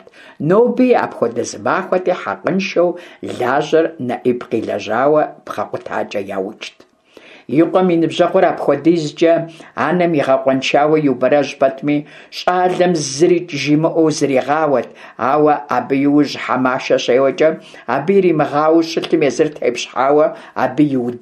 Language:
Kabardian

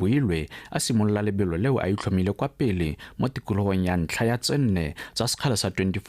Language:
Tswana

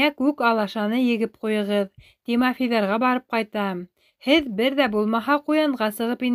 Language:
Bashkir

